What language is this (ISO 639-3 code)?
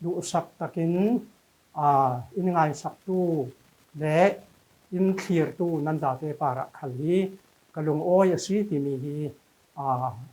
cfm